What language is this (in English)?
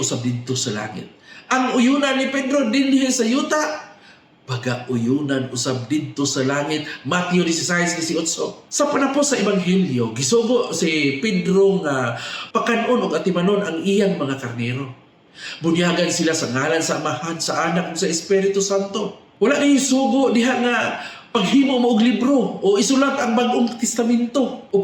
Cebuano